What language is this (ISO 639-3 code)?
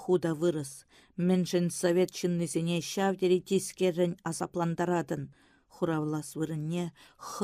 chv